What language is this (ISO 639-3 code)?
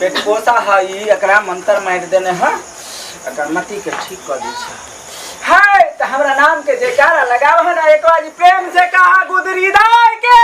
mai